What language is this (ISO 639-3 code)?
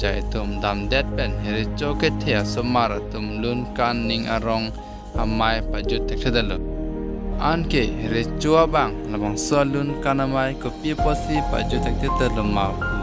mjw